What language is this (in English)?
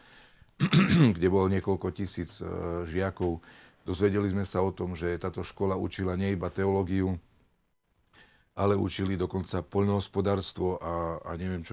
Slovak